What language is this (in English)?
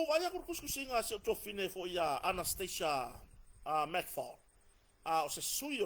Samoan